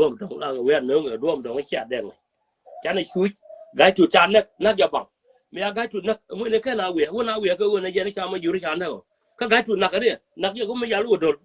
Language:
Nuer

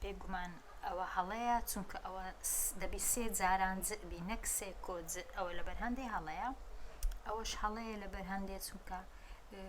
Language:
Central Kurdish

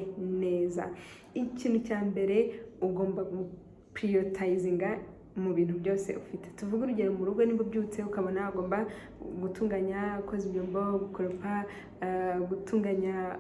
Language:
Kinyarwanda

